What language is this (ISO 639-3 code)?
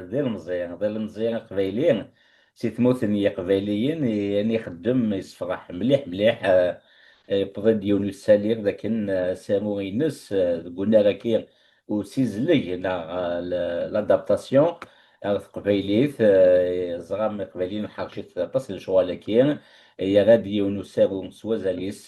kab